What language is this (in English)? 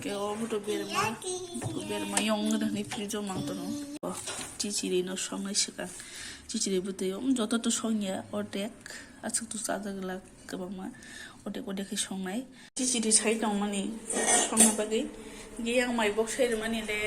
Kok Borok